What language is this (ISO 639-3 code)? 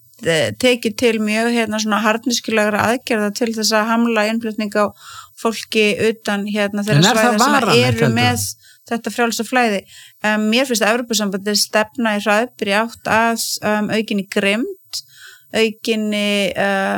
isl